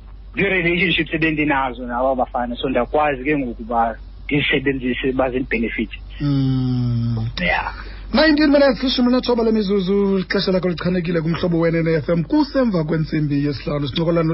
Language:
Xhosa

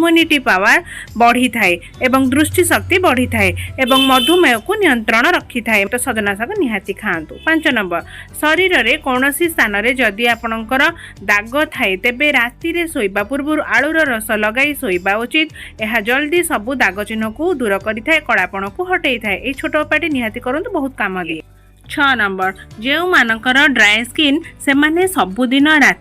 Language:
Odia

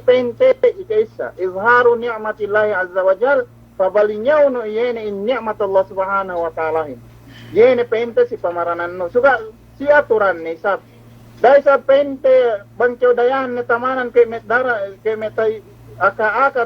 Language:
Yakan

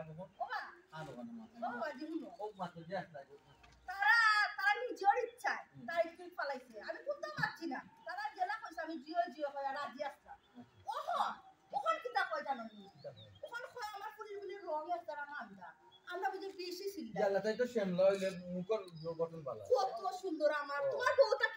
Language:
Sylheti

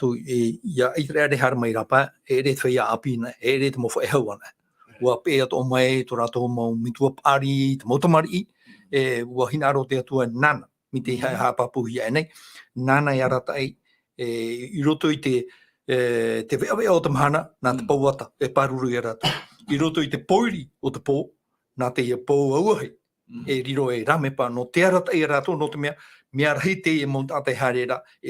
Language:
Tahitian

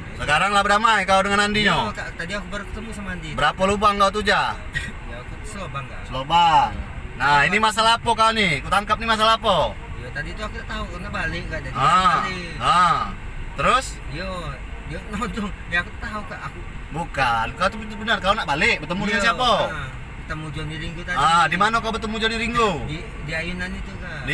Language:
Musi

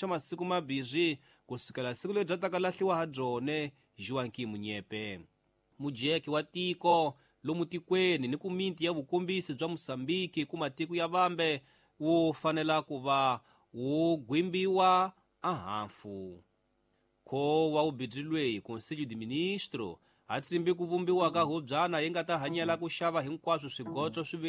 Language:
Tsonga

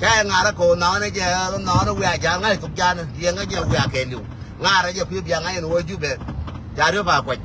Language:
Nuer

